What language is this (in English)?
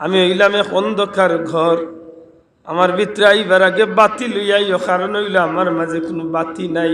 Sylheti